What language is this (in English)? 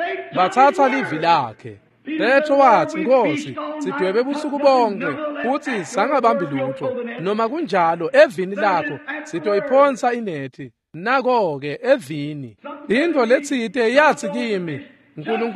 Swati